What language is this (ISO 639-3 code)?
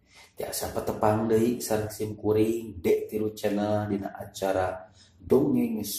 sun